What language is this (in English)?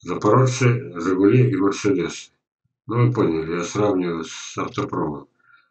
Russian